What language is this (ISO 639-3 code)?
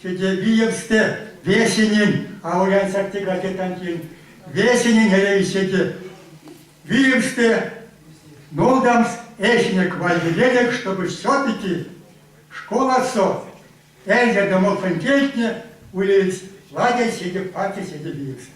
myv